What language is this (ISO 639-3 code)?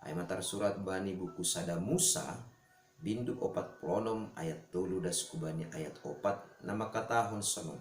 bts